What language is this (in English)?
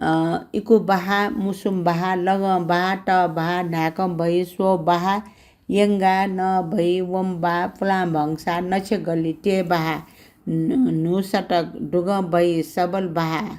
Newari